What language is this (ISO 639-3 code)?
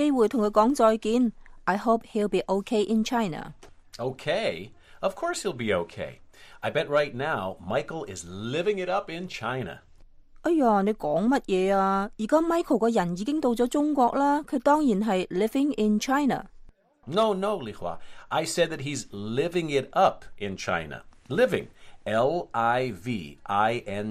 yue